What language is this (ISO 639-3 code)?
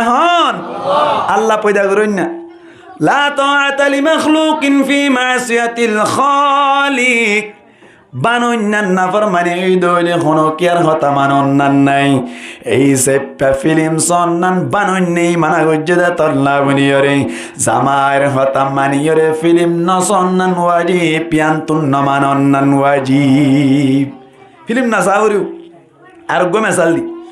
rhg